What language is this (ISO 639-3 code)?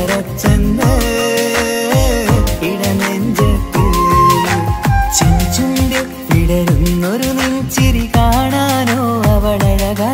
mal